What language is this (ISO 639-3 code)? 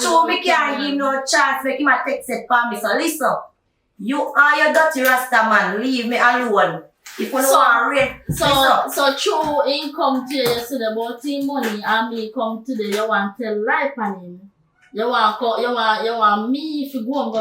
jam